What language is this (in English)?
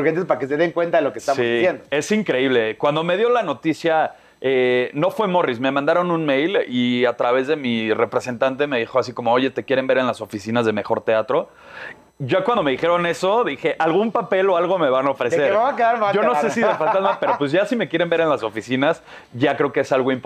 Spanish